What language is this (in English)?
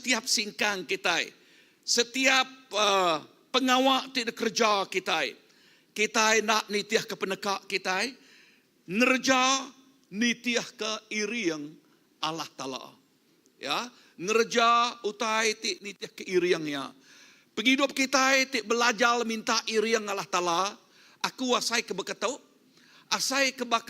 Iban